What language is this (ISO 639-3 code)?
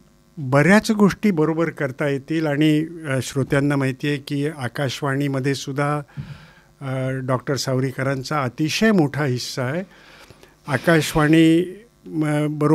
mar